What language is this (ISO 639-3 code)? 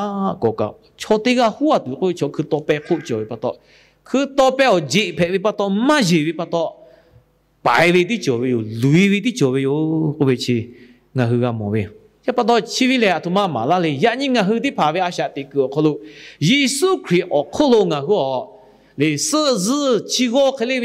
lhu